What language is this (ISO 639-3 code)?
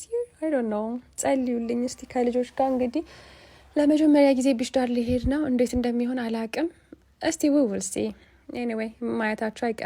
amh